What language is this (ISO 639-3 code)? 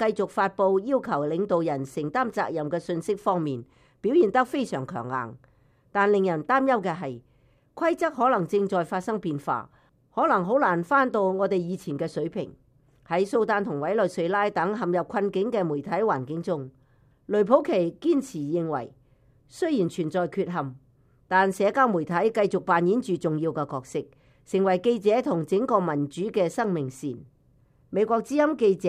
yue